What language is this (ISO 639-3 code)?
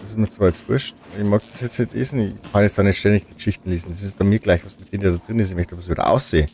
bar